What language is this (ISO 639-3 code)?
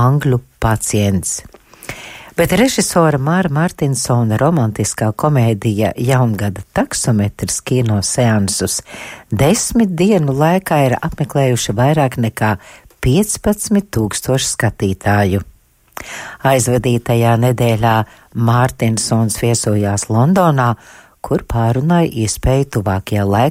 lav